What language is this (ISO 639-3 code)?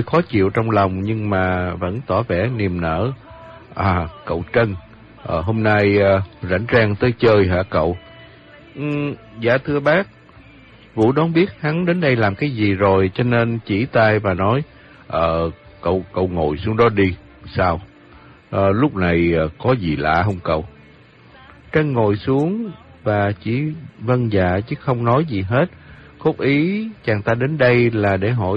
vie